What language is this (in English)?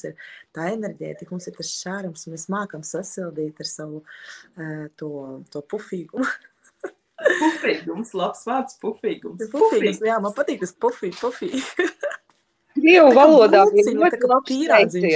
Latvian